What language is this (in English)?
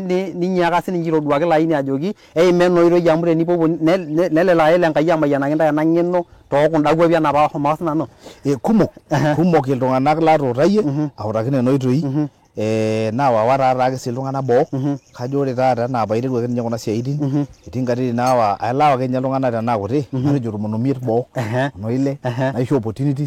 Masai